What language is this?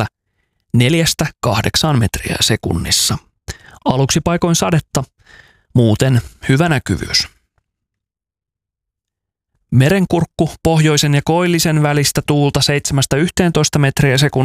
Finnish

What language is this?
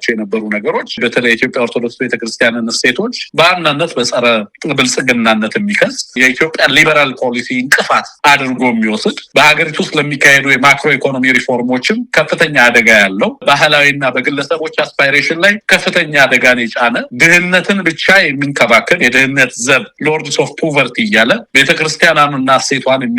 Amharic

